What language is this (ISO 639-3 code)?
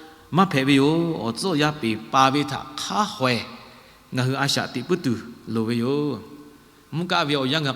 lhu